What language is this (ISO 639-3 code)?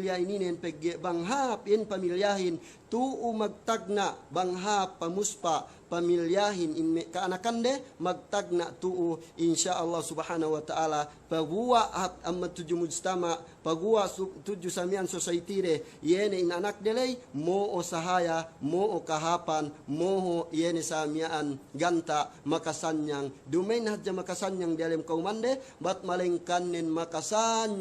yka